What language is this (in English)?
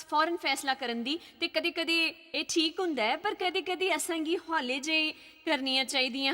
Dogri